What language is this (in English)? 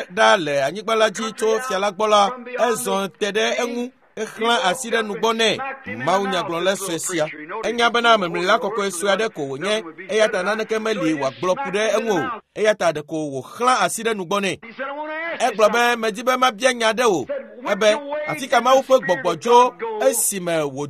Ewe